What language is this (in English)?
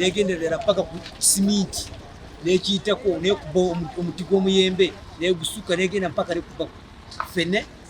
Nyankole